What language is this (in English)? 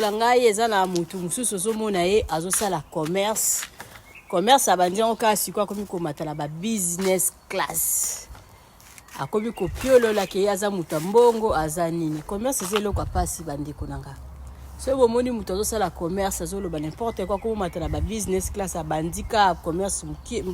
Lingala